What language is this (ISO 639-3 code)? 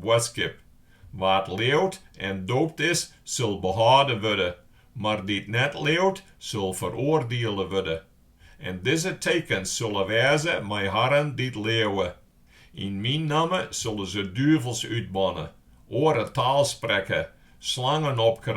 fry